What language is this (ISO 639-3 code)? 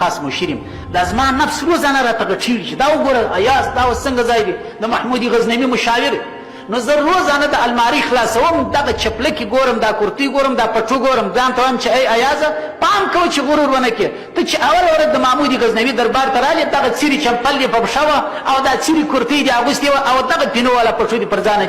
pus